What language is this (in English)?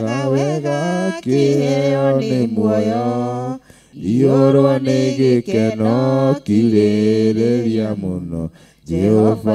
Kikuyu